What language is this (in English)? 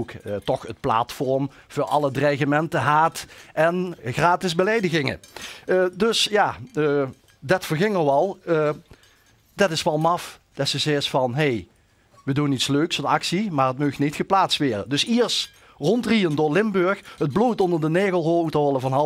Limburgish